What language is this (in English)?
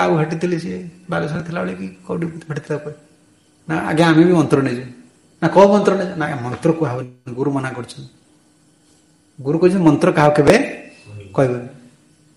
Odia